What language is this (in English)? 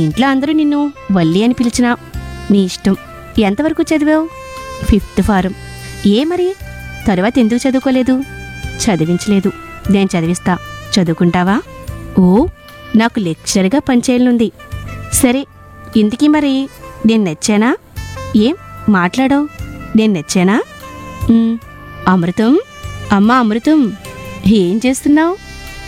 Telugu